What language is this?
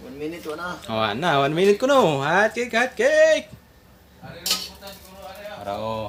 Cebuano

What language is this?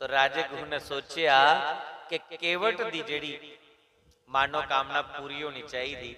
Dogri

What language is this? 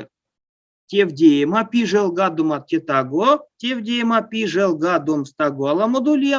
Erzya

